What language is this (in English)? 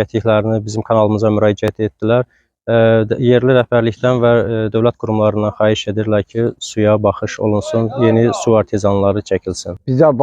Azerbaijani